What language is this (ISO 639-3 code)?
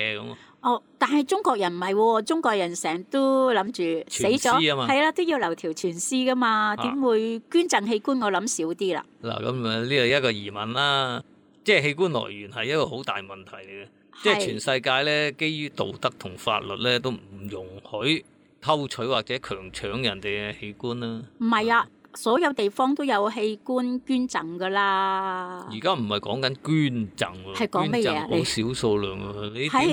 yue